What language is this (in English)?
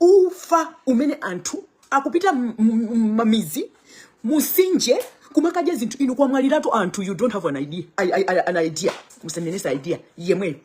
Nyanja